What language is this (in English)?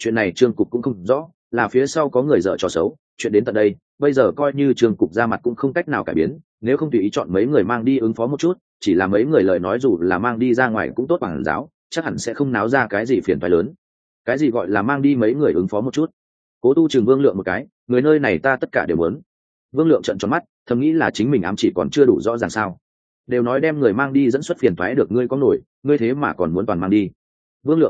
Vietnamese